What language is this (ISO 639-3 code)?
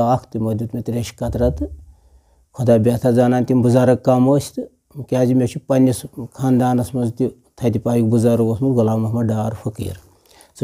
kas